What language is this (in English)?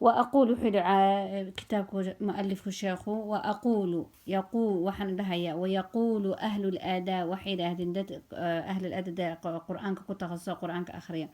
Somali